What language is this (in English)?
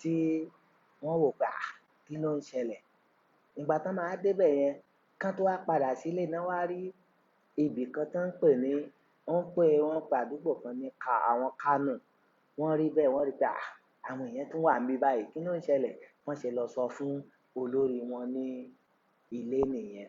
Yoruba